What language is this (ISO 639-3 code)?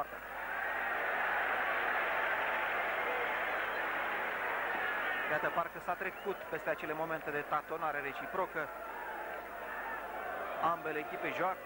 ron